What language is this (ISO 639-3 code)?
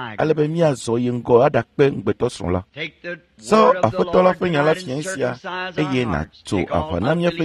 ewe